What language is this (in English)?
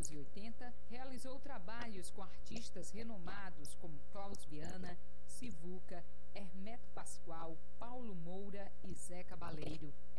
Portuguese